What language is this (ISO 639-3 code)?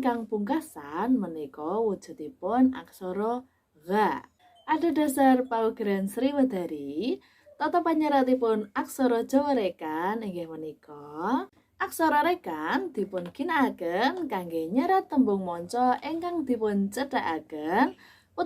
jav